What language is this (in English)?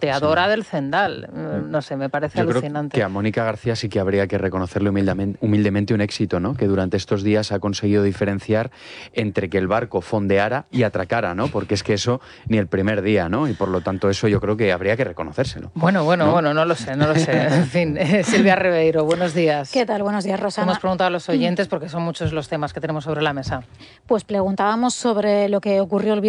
Spanish